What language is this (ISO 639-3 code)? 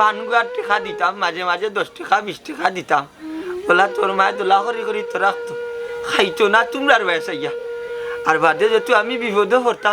syl